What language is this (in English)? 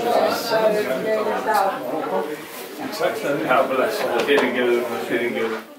Icelandic